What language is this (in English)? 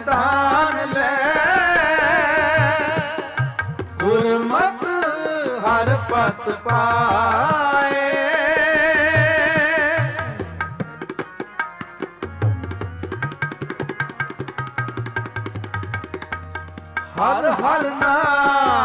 Punjabi